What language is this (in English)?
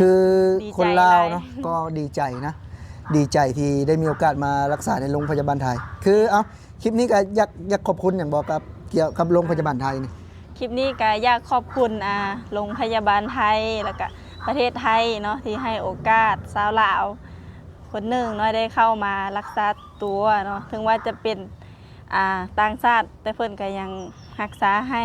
Lao